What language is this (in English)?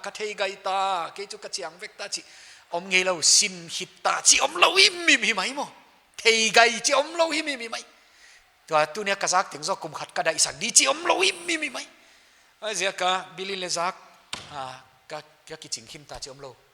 Paite Chin